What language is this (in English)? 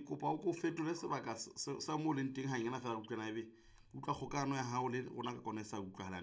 Southern Sotho